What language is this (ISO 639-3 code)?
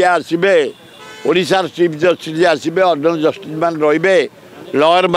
ori